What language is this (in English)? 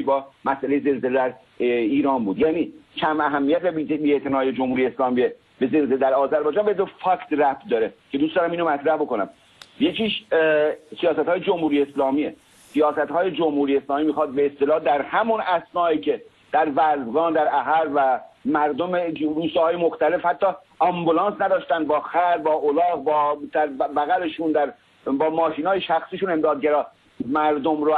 Persian